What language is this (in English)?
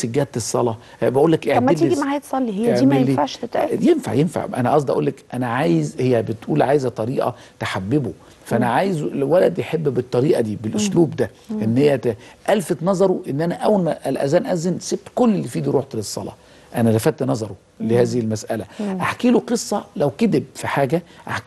Egyptian Arabic